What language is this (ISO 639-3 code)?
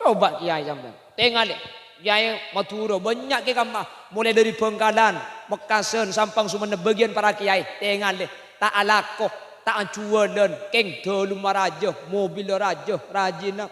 mad